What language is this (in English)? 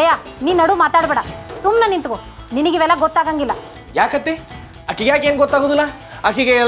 Kannada